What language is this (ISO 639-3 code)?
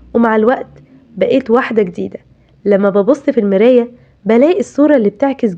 arz